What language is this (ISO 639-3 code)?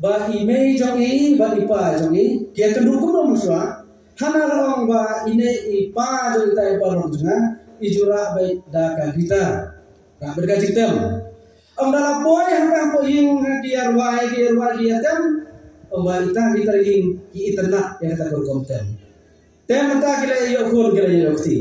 kha